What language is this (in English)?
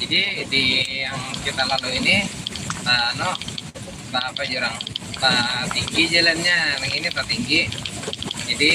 Banjar